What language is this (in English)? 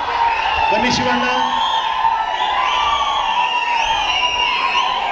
Kannada